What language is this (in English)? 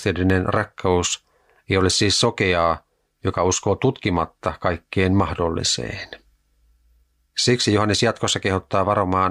Finnish